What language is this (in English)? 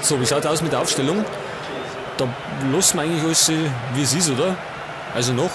Bavarian